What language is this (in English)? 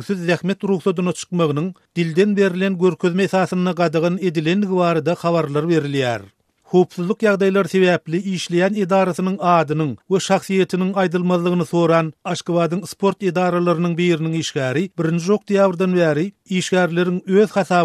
Turkmen